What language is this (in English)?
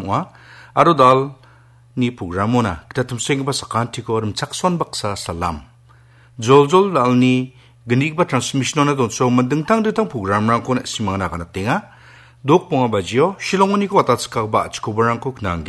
Garo